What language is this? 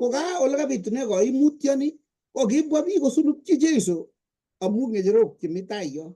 Kalenjin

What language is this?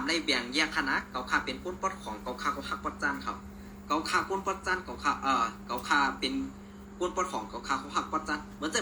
Shan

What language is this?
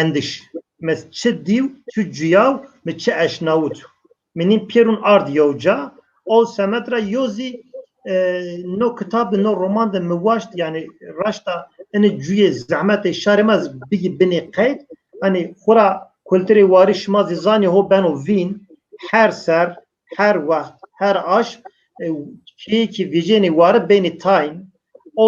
Zaza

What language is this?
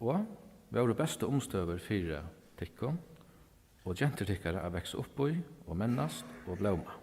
Faroese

